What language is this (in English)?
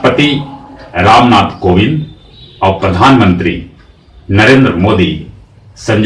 Magahi